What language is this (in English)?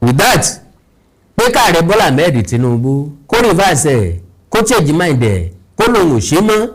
Yoruba